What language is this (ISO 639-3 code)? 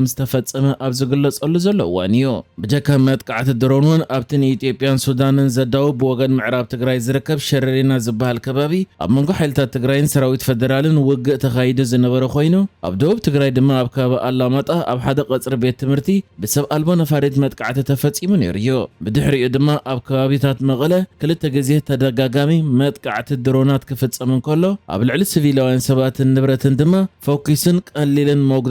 tir